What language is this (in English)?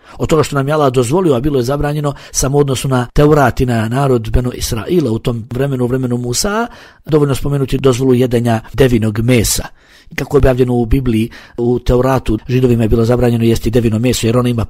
Bosnian